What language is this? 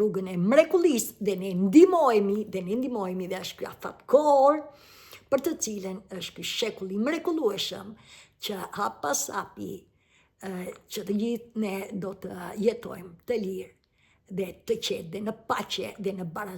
Albanian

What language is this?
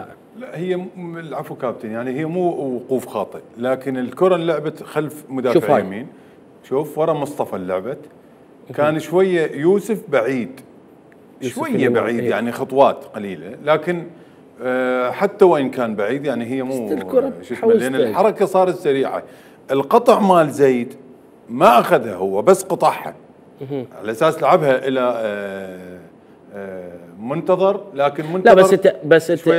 Mesopotamian Arabic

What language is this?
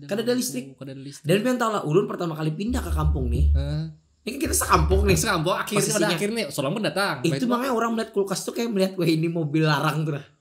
Banjar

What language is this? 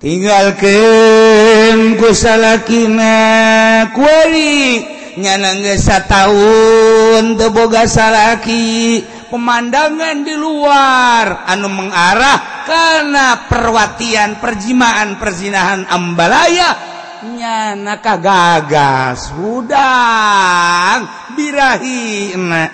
Sundanese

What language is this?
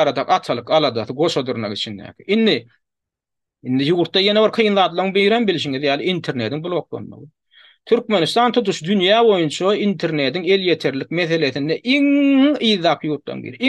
Turkmen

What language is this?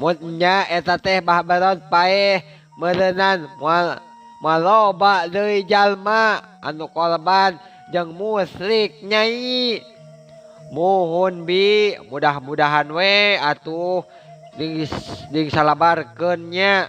Sundanese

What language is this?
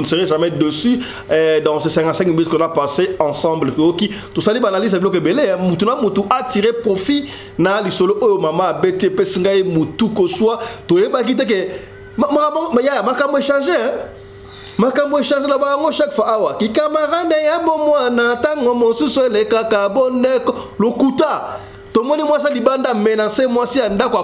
Lingala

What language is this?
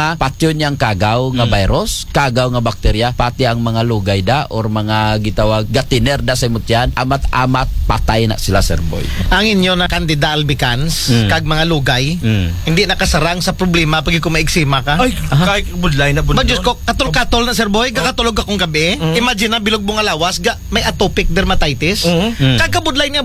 Aklanon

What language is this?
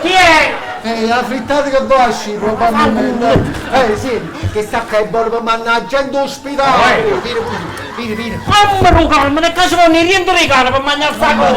Neapolitan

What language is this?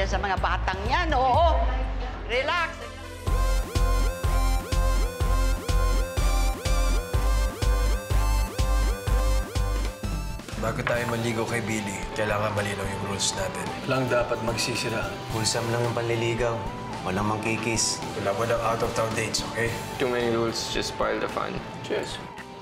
Filipino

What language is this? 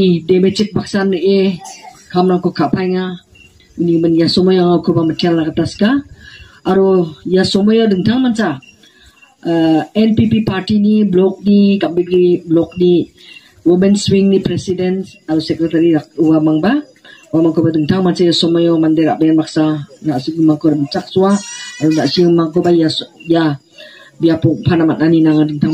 Garo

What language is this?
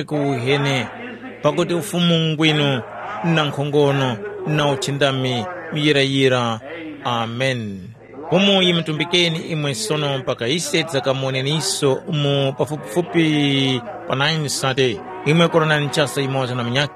Tumbuka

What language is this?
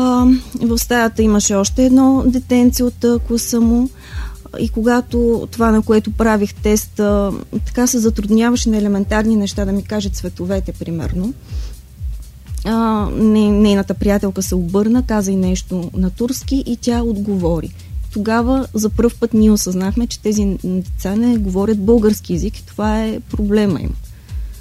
Bulgarian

